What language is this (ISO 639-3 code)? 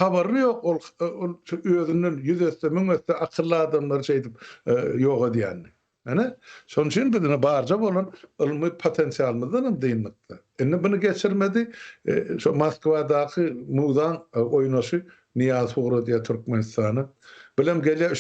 tuk